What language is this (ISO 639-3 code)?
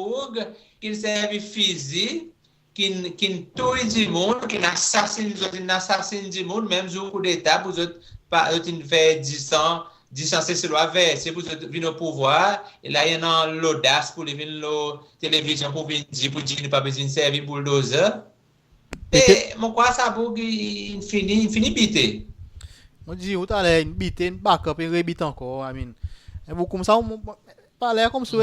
crs